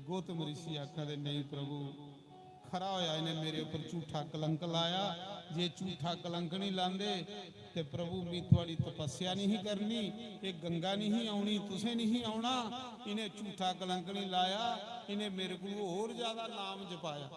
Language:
Dogri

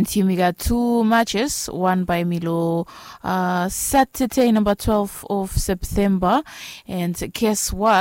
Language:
Bislama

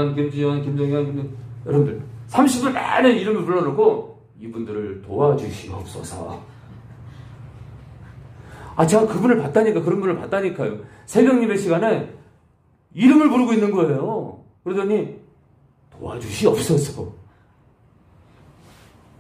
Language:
Korean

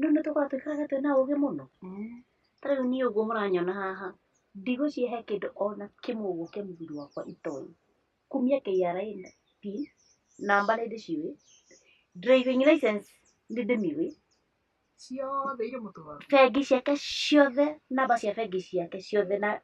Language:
Kikuyu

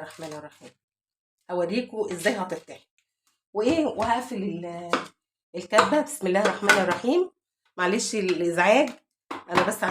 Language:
Egyptian Arabic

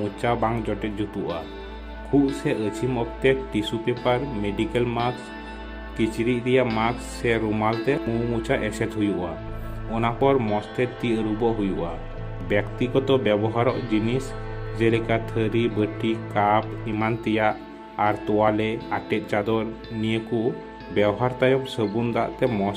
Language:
Santali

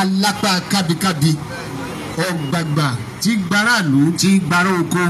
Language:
Yoruba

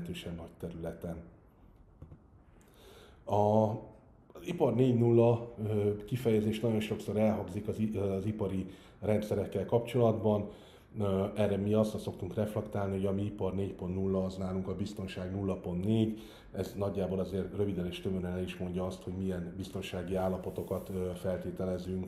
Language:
Hungarian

